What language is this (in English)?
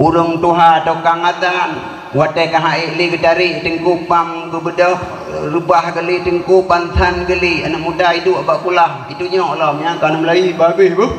Achinese